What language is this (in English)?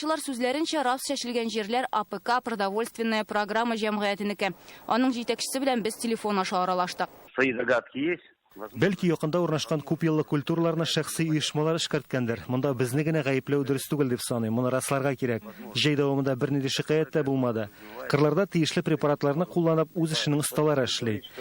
Tatar